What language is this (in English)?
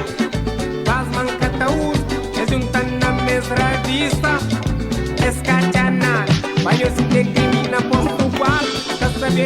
Kabuverdianu